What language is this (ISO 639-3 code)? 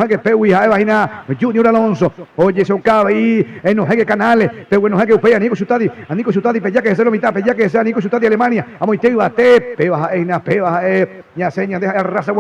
grn